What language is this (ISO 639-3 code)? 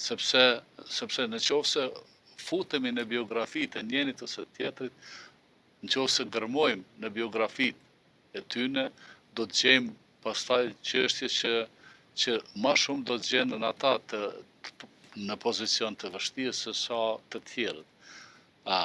sqi